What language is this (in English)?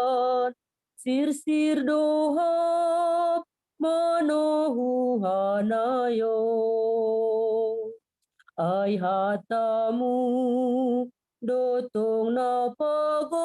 Batak Simalungun